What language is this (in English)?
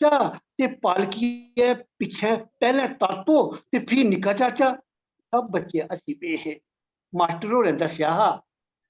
Dogri